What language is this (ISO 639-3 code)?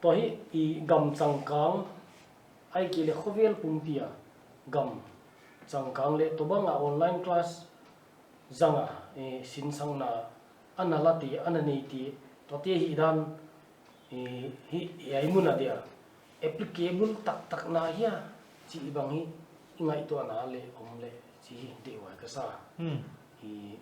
pck